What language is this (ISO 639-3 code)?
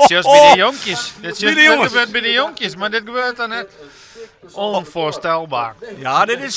fry